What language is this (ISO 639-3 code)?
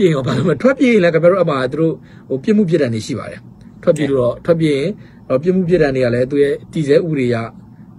mya